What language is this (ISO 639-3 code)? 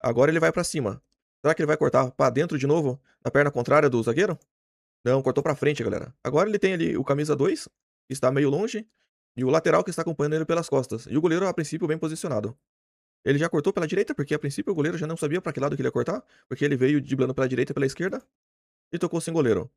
por